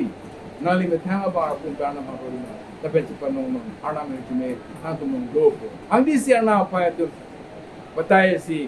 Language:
Karbi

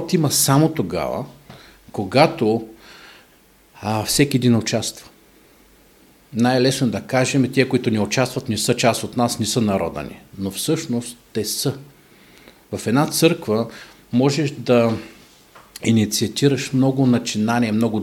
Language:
Bulgarian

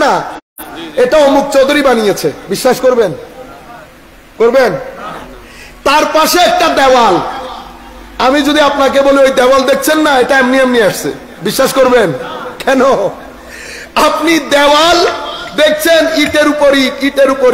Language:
Bangla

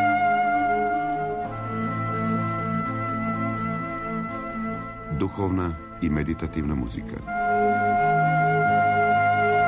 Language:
Serbian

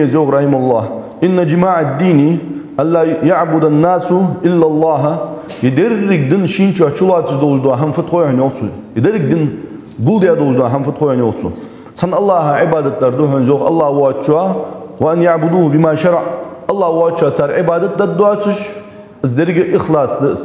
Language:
Ingush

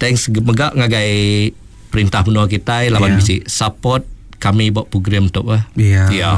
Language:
Iban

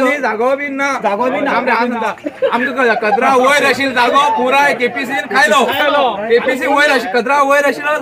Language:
Konkani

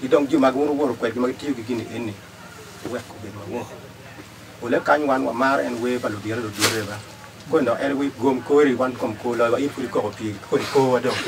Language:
Acoli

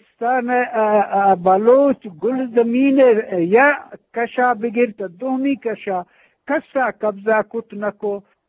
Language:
Eastern Balochi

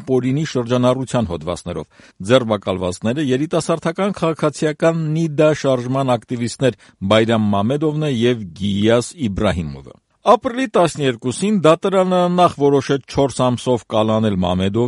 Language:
Armenian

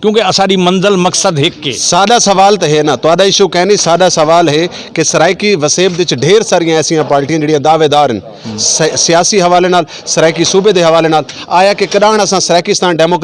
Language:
Saraiki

